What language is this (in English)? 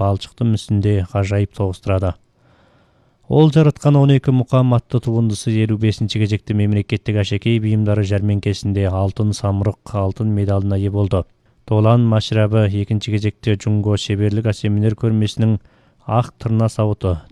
Kazakh